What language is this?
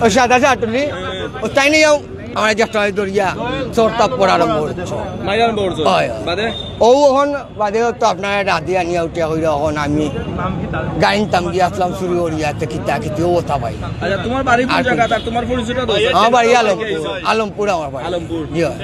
Sylheti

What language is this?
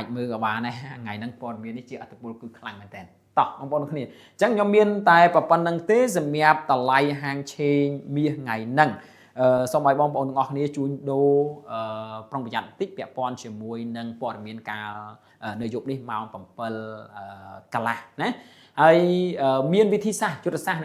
Khmer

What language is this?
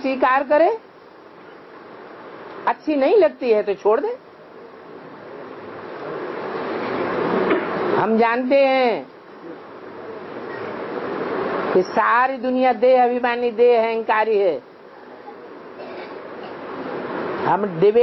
Hindi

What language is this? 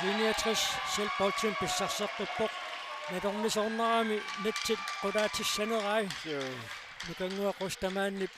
Kalaallisut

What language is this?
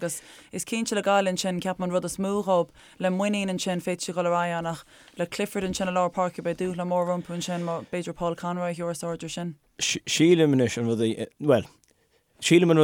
Irish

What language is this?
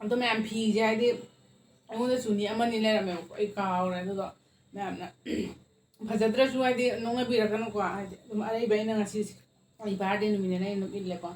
Manipuri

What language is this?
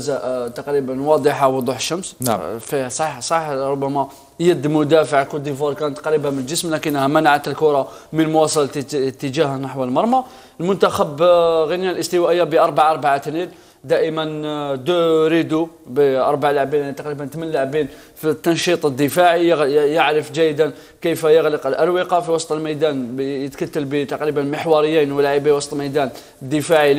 Algerian Arabic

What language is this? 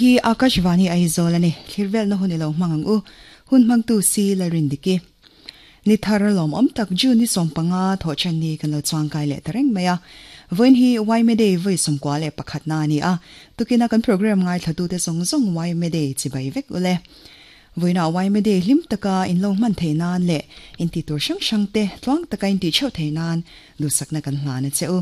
Mizo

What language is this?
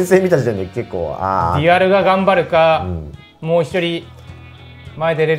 Japanese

